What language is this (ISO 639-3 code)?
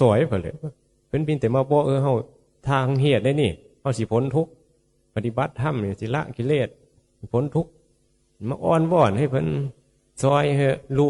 tts